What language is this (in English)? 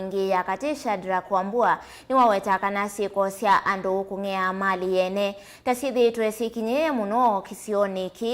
Kamba